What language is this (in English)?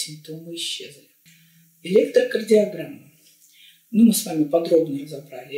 Russian